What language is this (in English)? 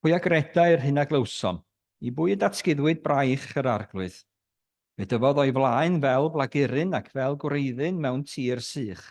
Welsh